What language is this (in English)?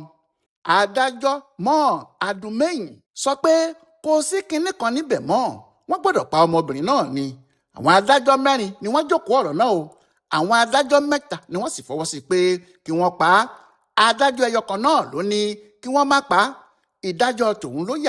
Yoruba